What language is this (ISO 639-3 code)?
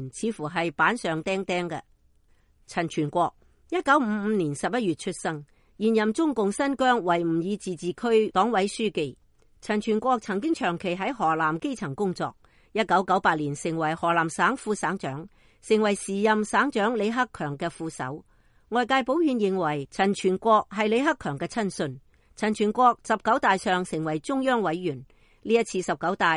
yue